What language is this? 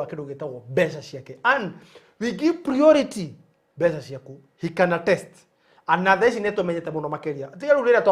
Kikuyu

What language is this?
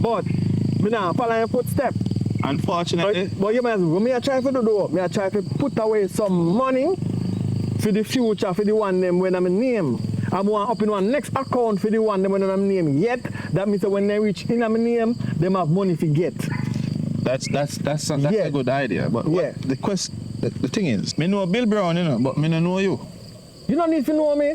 Jamaican Creole English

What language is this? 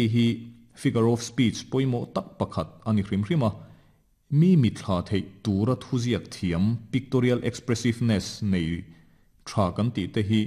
Mizo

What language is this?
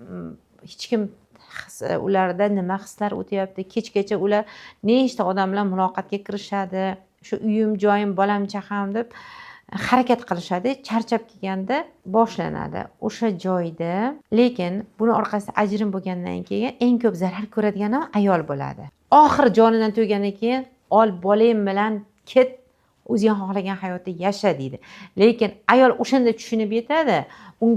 Uzbek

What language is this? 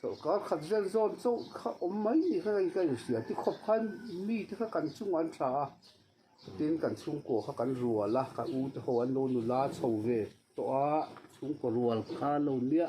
Mizo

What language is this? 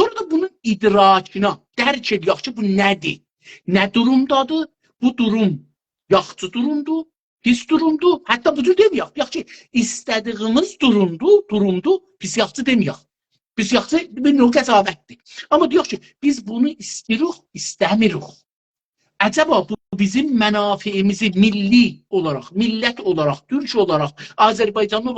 South Azerbaijani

